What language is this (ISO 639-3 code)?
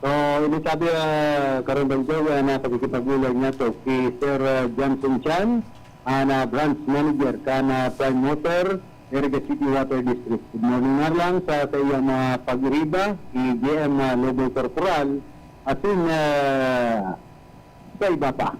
bik